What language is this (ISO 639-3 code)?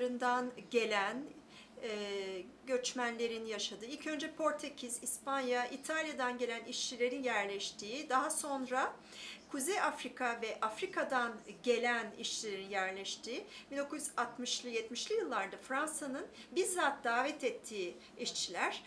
tur